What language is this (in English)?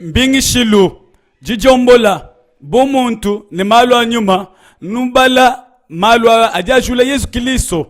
Luba-Lulua